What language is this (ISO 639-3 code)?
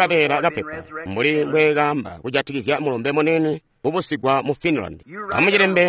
toi